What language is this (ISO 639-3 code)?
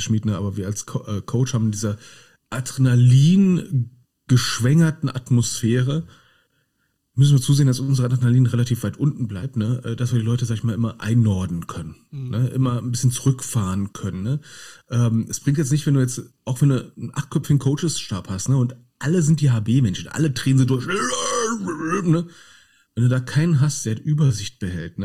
deu